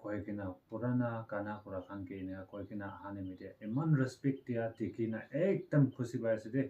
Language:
Naga Pidgin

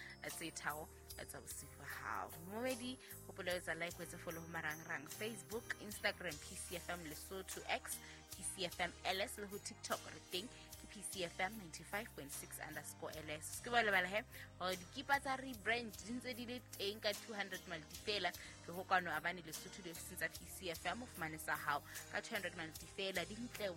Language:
Southern Sotho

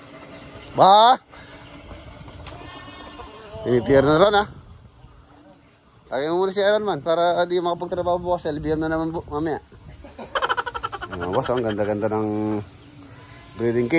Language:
Filipino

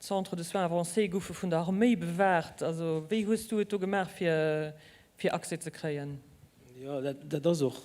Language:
Luxembourgish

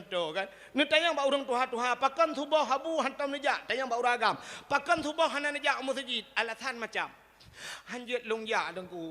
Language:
Achinese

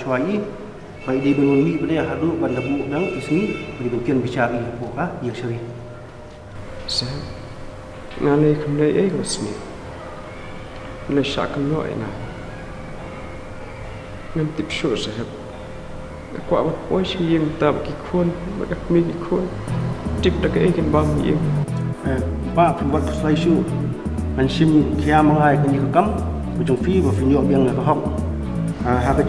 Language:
Khasi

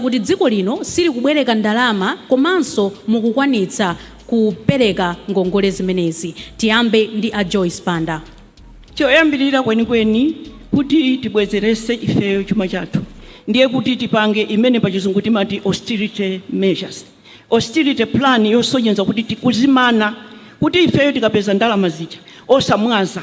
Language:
Nyanja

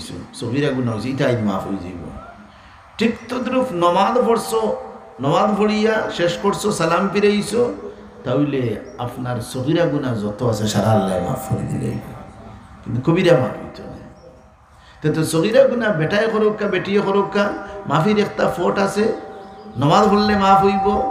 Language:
Sylheti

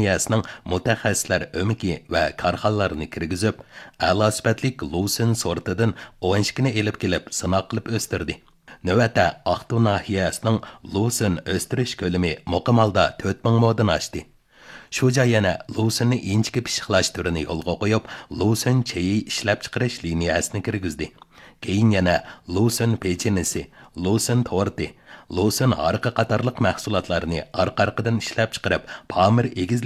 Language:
Uyghur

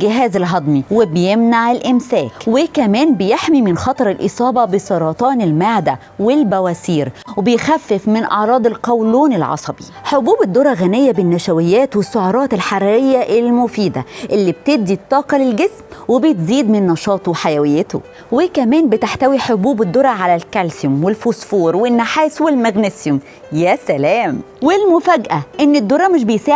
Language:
Egyptian Arabic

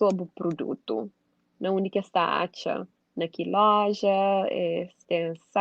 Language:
Kabuverdianu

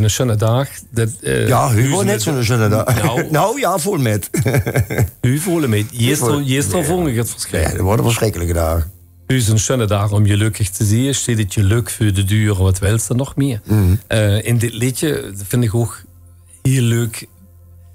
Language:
Limburgish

